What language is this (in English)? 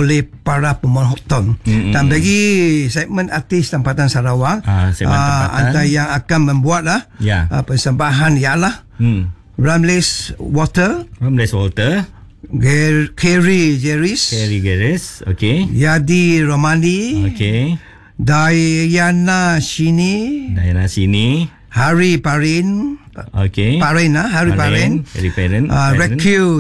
Malay